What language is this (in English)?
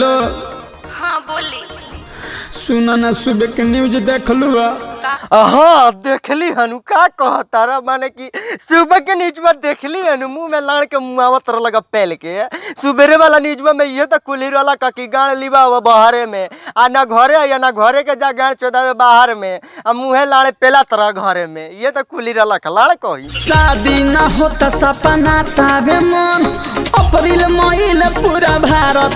Bhojpuri